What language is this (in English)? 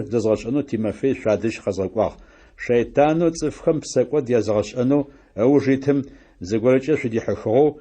Adyghe